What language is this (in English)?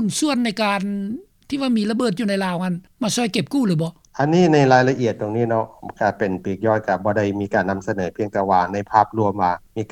Lao